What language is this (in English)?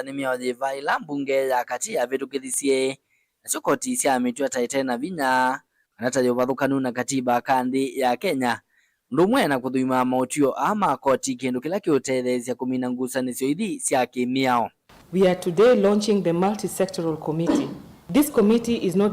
Kamba